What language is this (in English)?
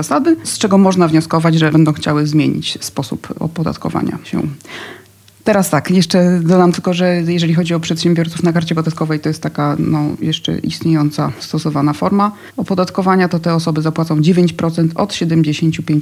Polish